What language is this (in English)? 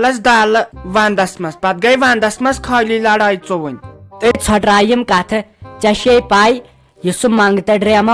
Kashmiri